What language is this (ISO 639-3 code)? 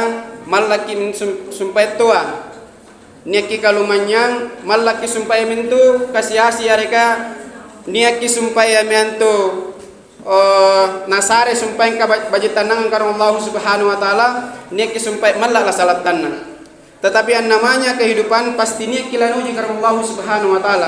mak